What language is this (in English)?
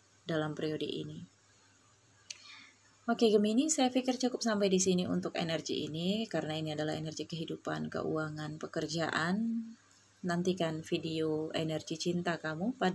Indonesian